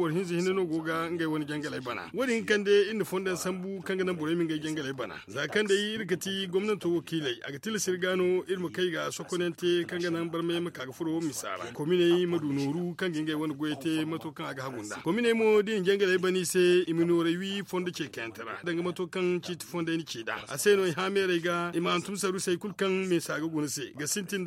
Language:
Zarma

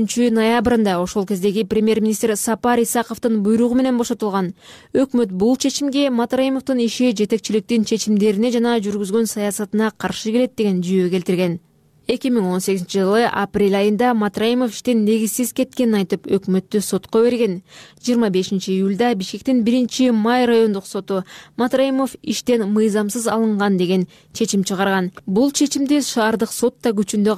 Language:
Kyrgyz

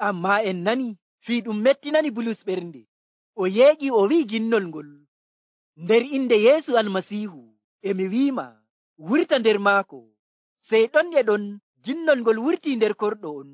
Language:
Nigerian Fulfulde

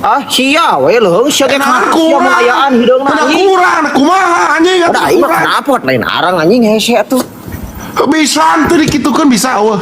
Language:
Sundanese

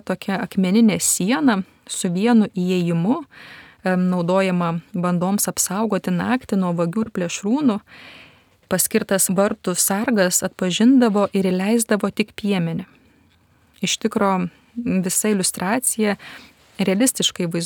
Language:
Lithuanian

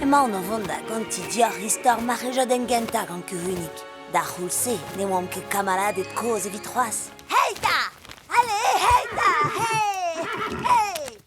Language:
Breton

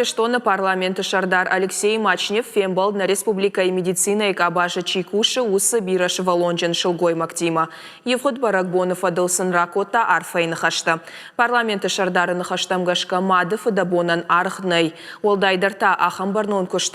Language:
Ossetic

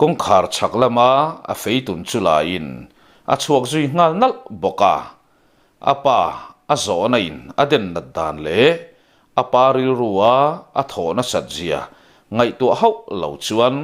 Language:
Mizo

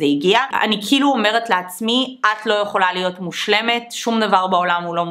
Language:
Hebrew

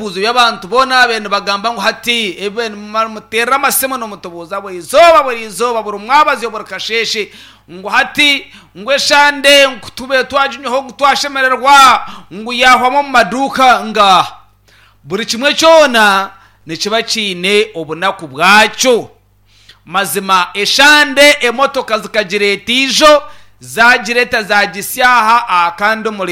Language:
Nyankole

